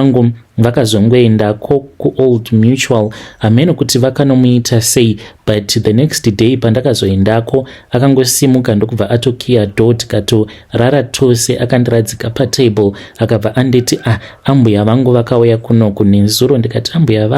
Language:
Shona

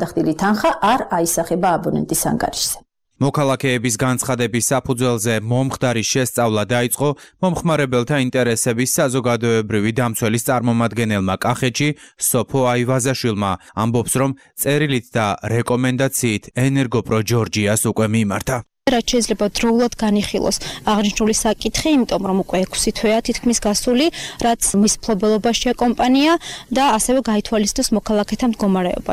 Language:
Georgian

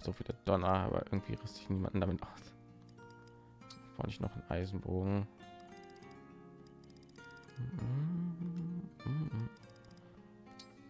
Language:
German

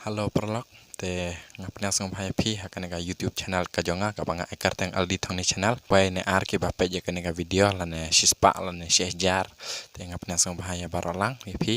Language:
Khasi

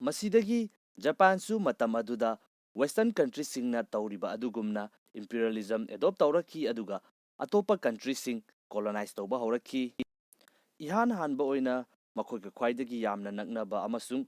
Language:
Manipuri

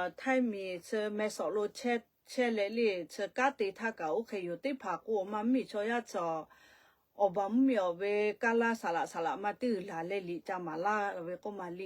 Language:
Lahu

